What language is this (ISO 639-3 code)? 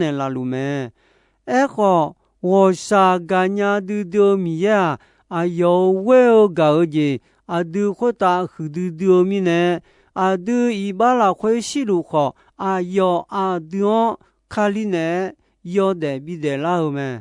ahk